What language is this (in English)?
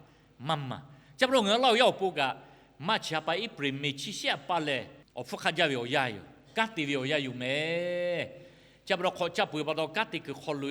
Lahu